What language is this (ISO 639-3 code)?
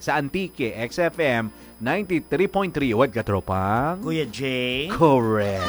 hil